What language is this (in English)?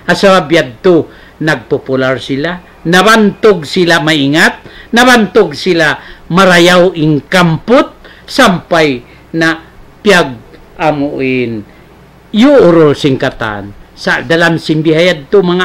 Tausug